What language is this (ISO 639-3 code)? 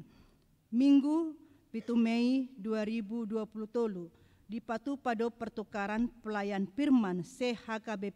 bbc